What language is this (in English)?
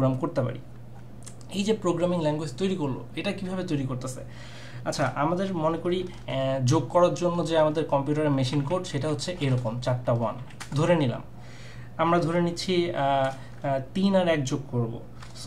Bangla